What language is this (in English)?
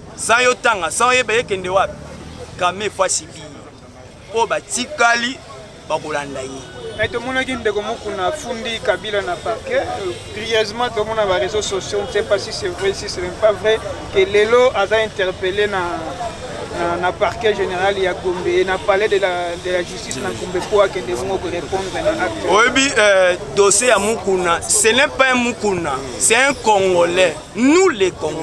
Lingala